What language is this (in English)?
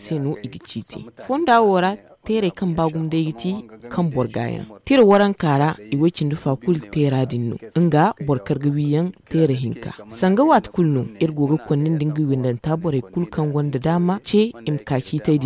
Zarma